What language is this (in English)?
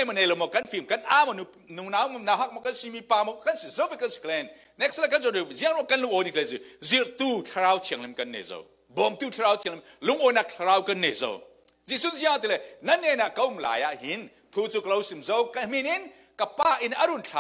Falam Chin